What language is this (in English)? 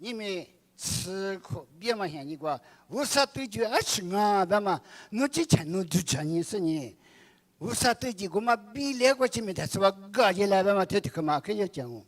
Lisu